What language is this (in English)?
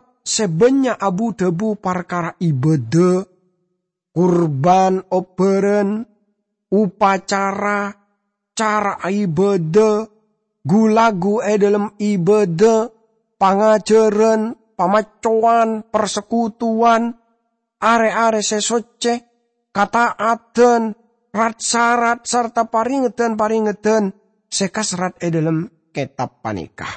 Madurese